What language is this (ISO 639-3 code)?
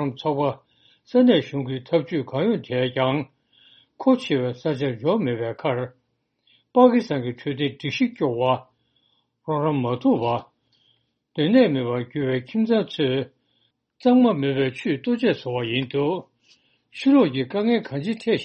bod